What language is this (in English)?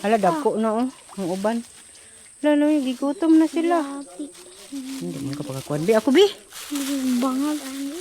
Cebuano